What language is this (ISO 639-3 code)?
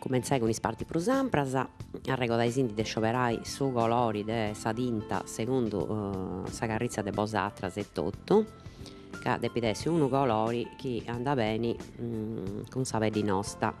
srd